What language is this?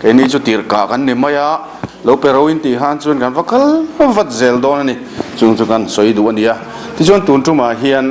Mizo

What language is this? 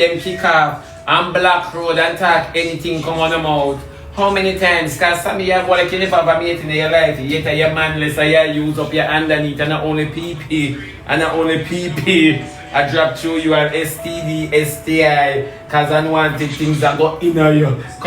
Jamaican Creole English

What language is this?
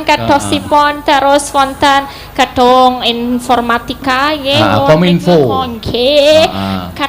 Javanese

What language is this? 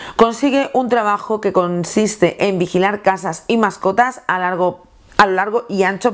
Spanish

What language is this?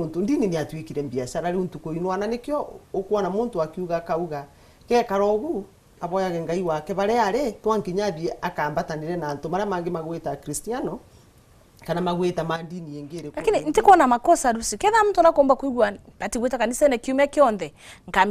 Meru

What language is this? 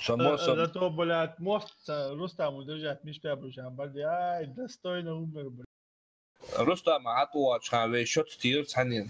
Ingush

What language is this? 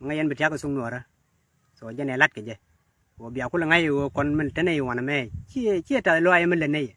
Nuer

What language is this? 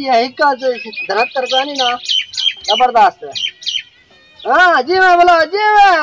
Saraiki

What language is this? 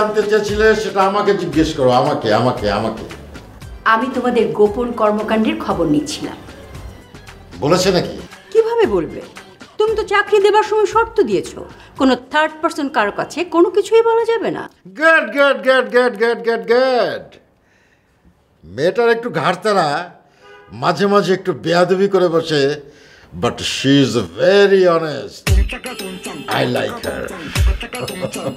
Bangla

